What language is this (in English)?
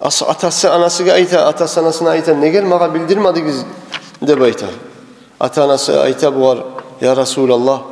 Kumyk